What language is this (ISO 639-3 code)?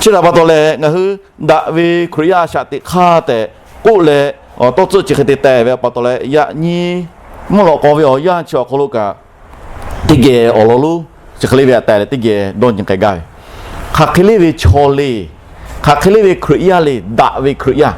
lhu